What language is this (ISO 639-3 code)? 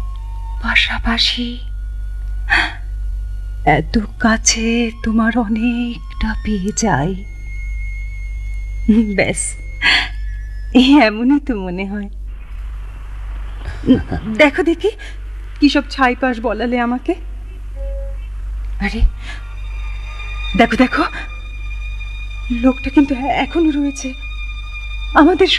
ben